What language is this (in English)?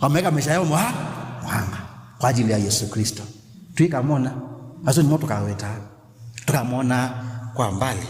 Kamba